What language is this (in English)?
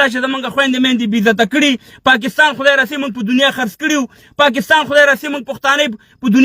Pashto